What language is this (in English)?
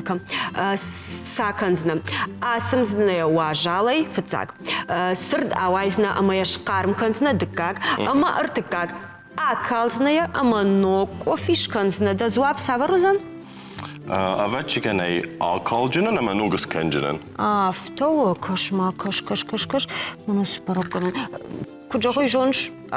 Ossetic